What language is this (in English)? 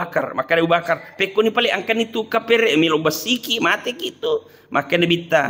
Buginese